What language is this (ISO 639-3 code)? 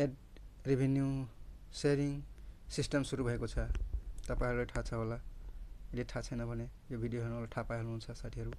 nep